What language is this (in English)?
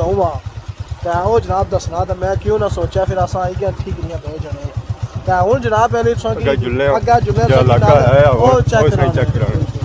Pahari-Potwari